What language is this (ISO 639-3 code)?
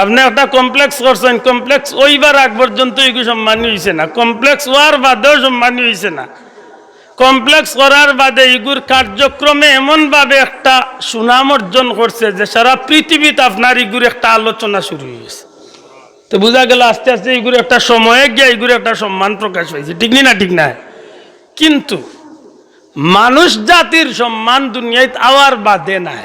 syl